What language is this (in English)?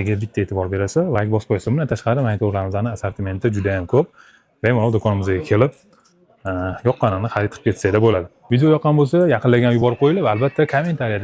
Uzbek